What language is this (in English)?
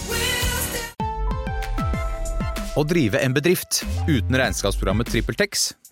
Norwegian